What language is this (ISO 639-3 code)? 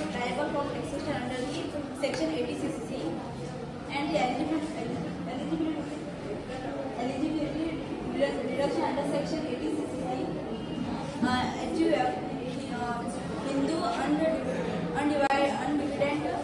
eng